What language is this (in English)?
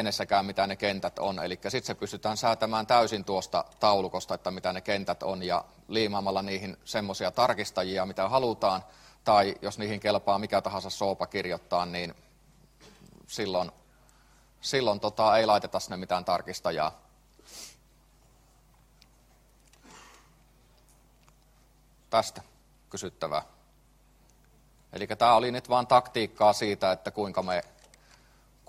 Finnish